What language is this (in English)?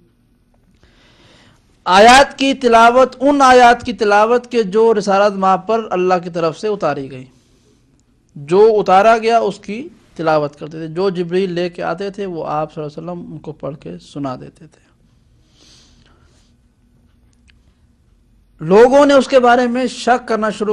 Urdu